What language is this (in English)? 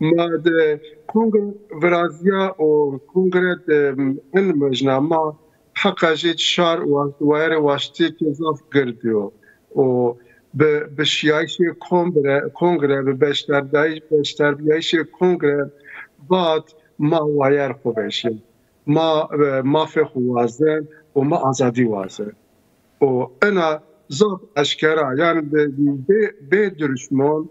Zaza